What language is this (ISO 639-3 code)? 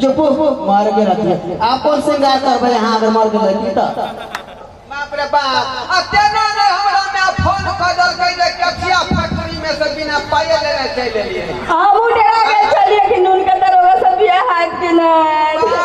mai